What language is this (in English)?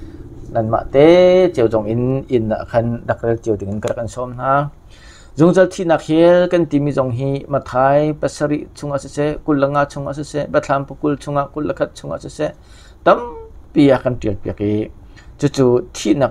Hakha Chin